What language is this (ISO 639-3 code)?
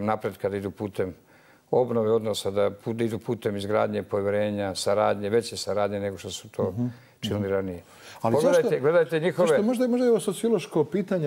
bos